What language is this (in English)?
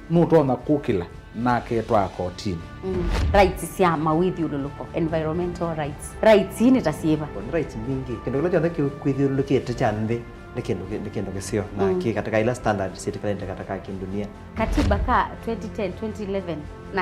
Kamba